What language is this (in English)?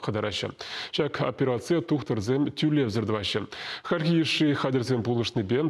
Chuvash